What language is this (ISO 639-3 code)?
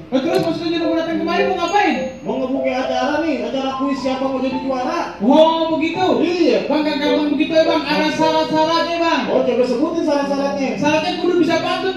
bew